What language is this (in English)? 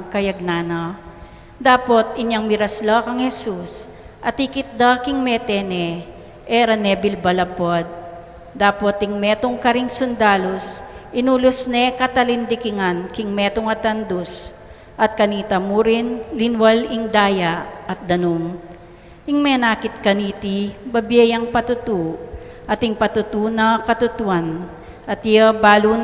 Pampanga